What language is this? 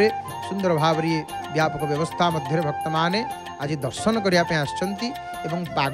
Odia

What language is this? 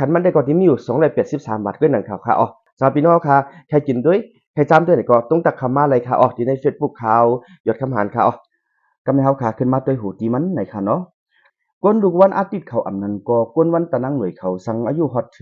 Shan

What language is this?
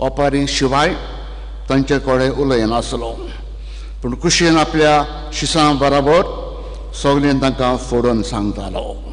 Konkani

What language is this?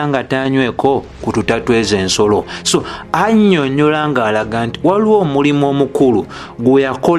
Ganda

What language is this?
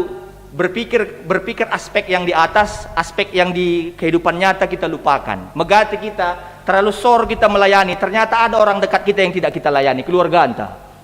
Batak Karo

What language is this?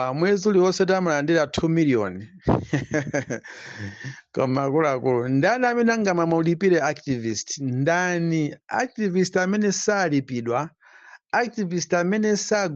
Nyanja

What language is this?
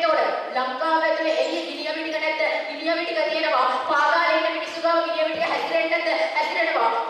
Sinhala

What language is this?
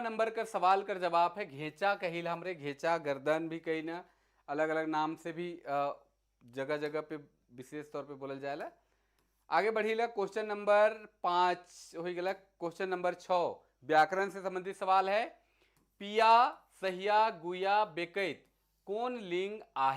Sadri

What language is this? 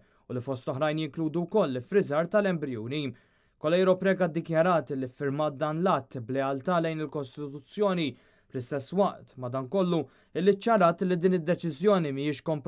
Maltese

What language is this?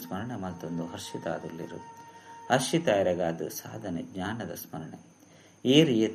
Tulu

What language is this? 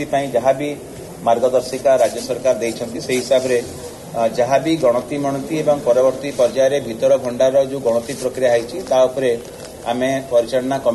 Odia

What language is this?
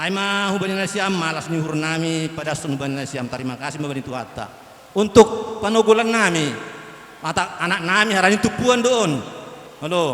Batak Simalungun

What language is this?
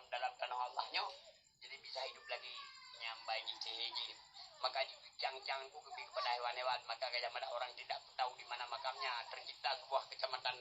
Achinese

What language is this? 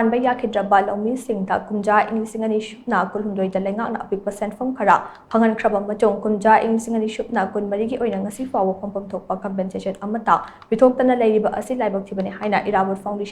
Manipuri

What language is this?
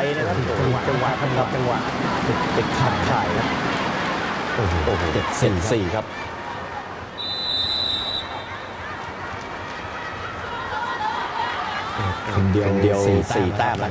Thai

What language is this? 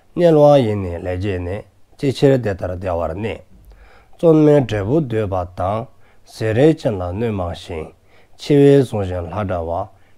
Dzongkha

